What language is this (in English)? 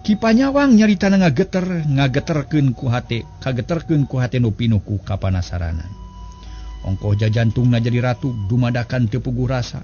Sundanese